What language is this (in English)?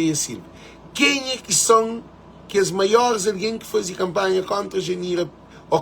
Kabuverdianu